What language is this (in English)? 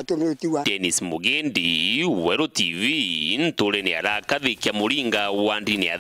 Meru